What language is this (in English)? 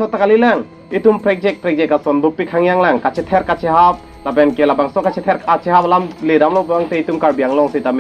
Karbi